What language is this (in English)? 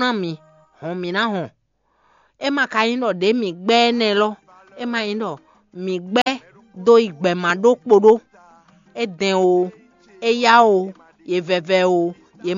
Fon